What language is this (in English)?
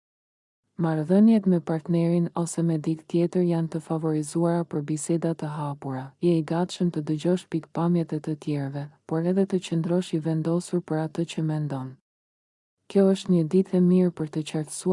Albanian